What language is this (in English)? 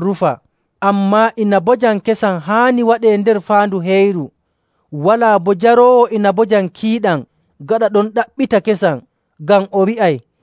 Nigerian Fulfulde